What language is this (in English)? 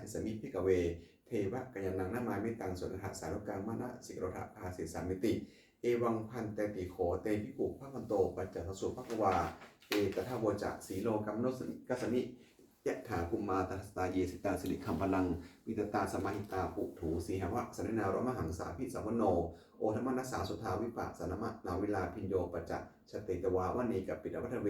Pali